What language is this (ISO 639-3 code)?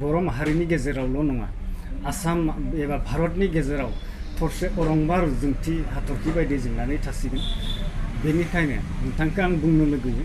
brx